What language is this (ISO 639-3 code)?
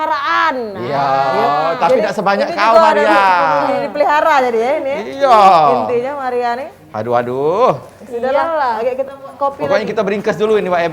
mui